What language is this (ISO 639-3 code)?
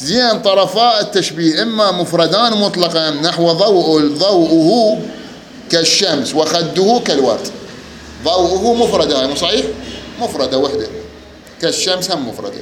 acm